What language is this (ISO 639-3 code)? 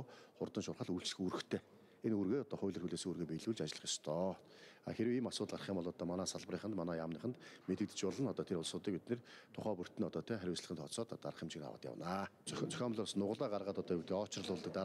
mon